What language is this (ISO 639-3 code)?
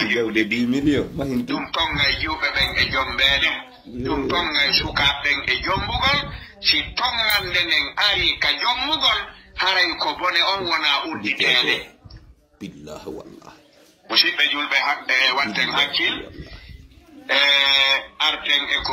ful